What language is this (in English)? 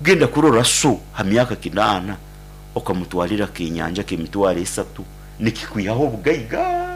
Nyankole